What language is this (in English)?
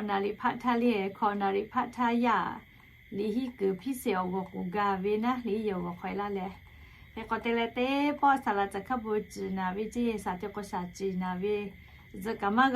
Lahu